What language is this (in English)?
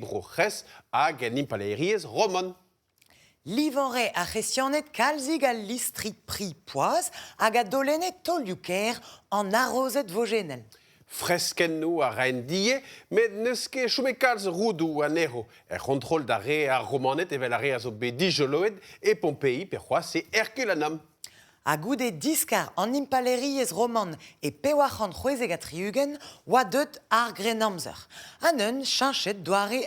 Breton